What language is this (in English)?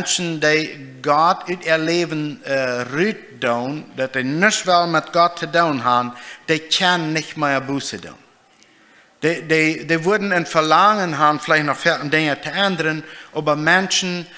Plautdietsch